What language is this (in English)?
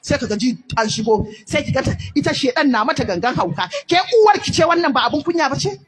Hausa